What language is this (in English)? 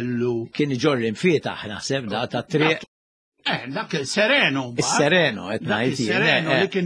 Maltese